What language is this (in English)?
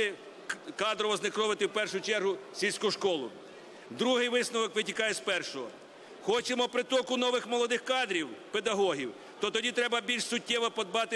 Ukrainian